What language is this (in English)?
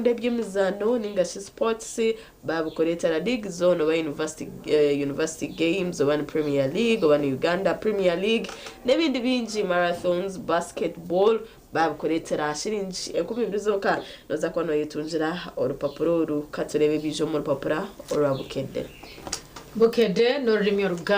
Nyankole